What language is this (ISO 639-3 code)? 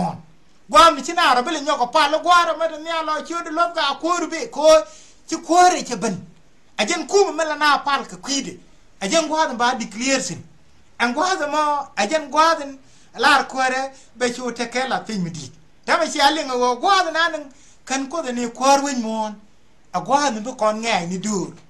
nus